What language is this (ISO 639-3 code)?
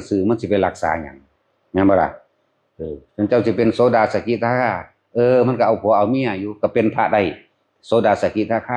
tts